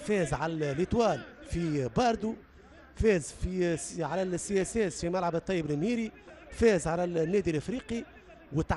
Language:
Tunisian Arabic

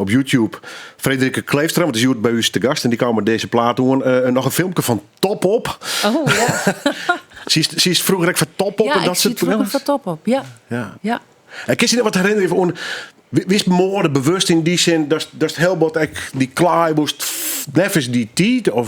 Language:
Western Frisian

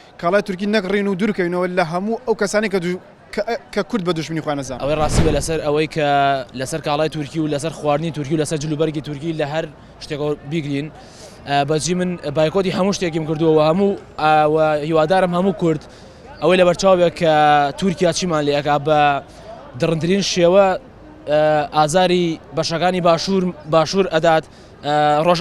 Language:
Central Kurdish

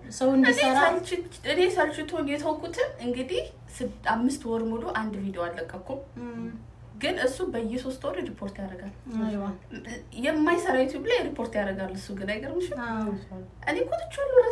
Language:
Amharic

